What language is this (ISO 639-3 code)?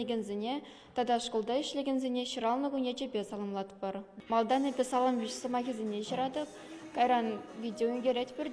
chv